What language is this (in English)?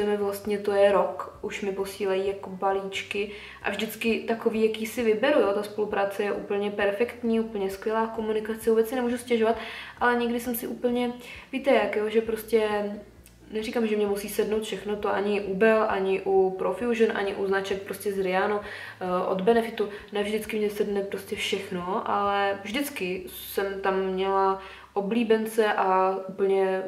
Czech